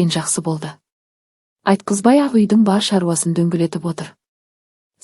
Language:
Kazakh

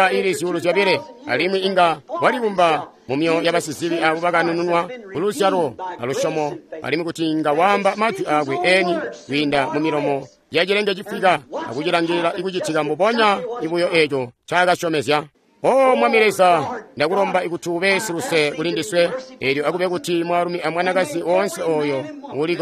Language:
Tonga (Zambia)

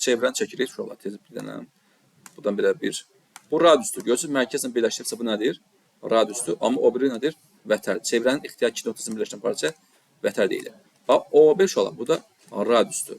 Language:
Azerbaijani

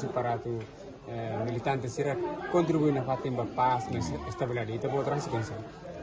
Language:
Tetum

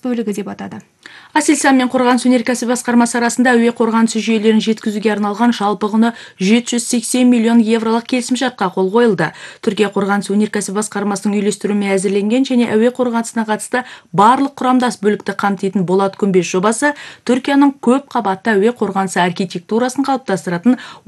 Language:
Kazakh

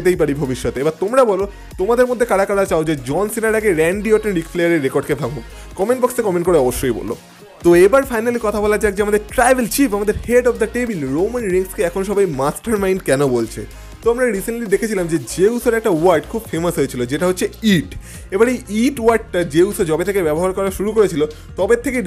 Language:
Bangla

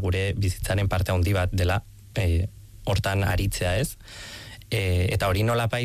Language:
Basque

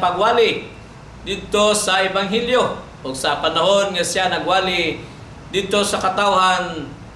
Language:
Cebuano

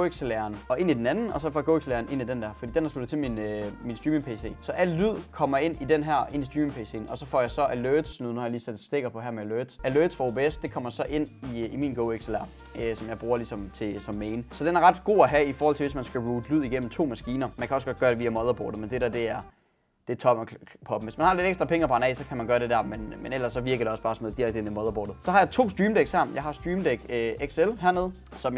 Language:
Danish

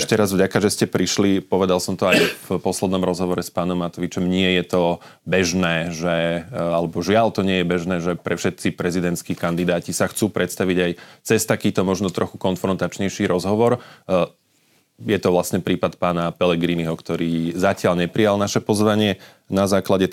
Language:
Slovak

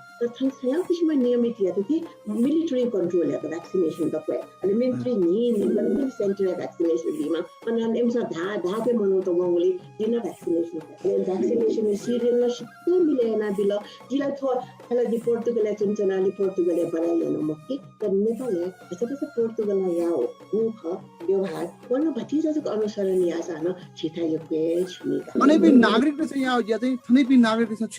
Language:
Newari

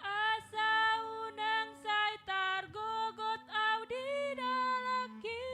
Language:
Batak Toba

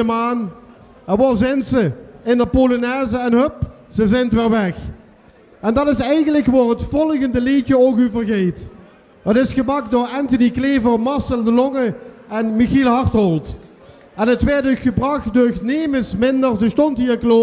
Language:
Limburgish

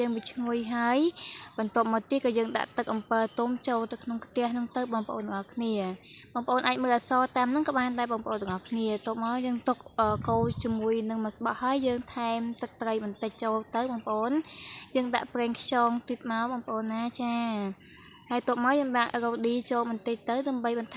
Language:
Khmer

